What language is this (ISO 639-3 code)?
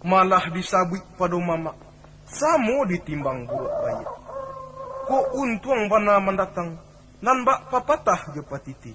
min